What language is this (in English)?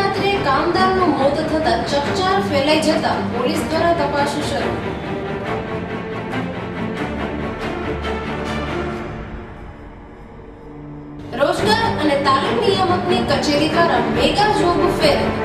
Gujarati